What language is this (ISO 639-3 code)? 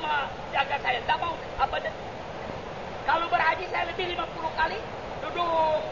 ind